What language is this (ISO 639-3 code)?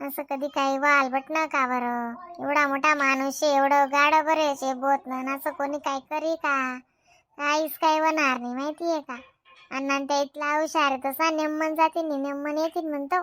khn